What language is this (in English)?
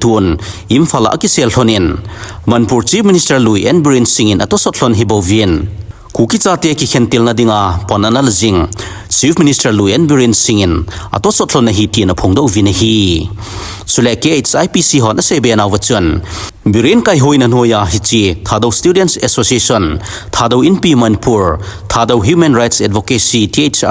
Thado Chin